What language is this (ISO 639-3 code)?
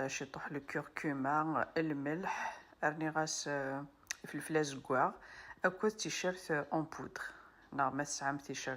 kab